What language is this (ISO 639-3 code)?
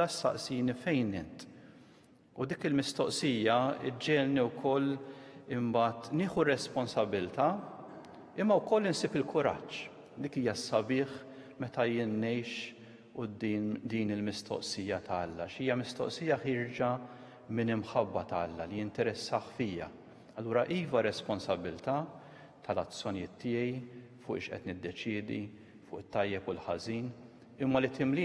mlt